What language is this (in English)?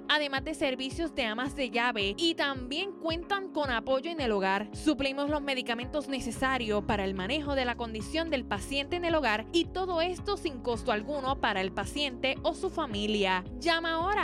Spanish